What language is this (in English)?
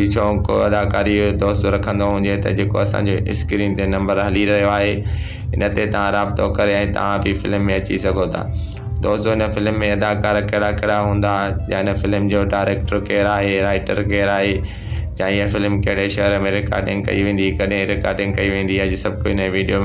Sindhi